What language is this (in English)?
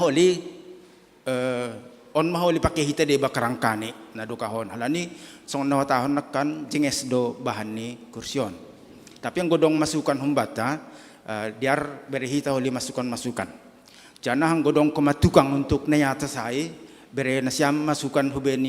Batak Simalungun